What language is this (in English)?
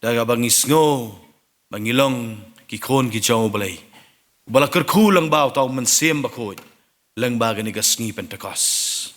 Khasi